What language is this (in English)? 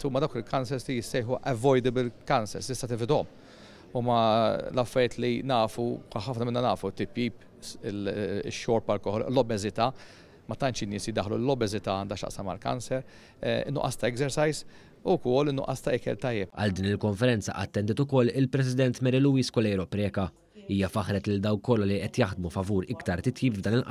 Maltese